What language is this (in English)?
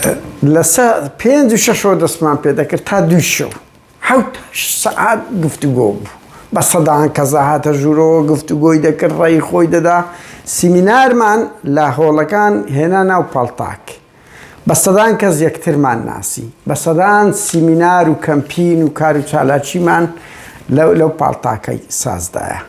Central Kurdish